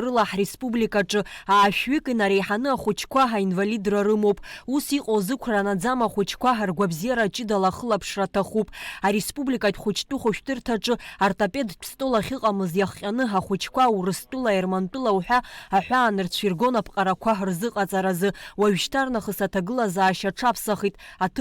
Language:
Abkhazian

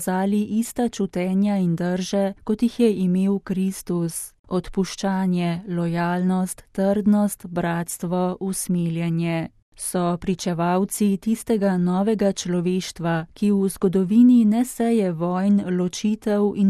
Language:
Slovenian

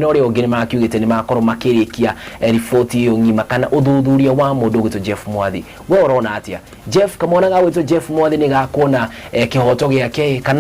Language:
Kikuyu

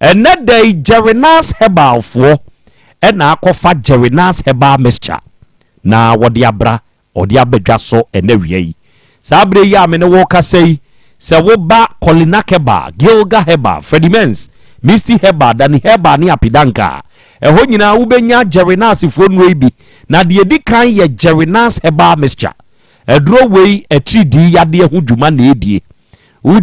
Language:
Akan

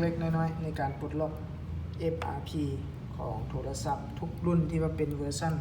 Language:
Lao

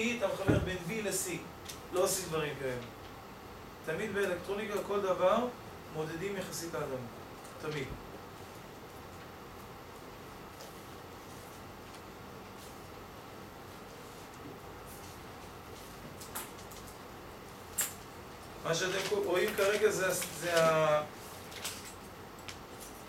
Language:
Hebrew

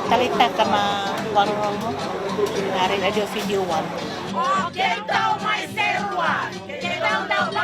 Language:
Fijian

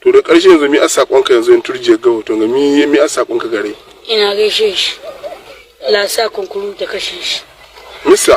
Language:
Hausa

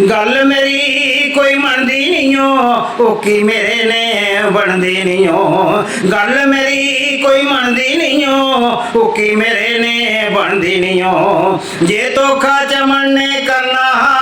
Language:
Dogri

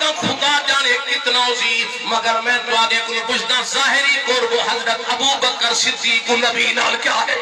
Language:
Saraiki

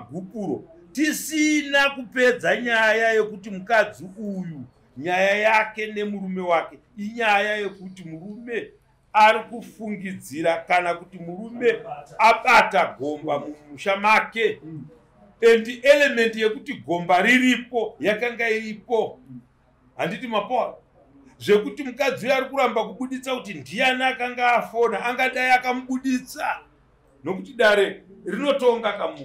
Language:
Shona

